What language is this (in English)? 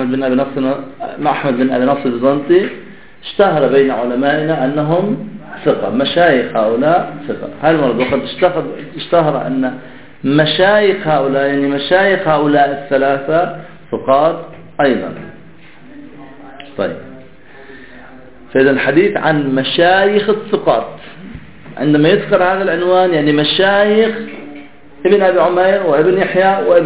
Arabic